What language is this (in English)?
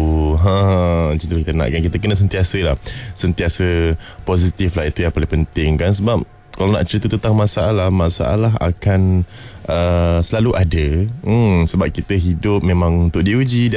Malay